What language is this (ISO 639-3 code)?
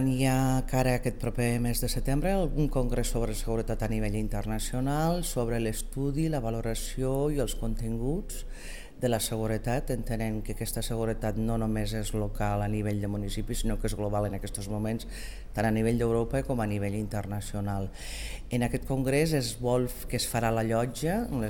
cat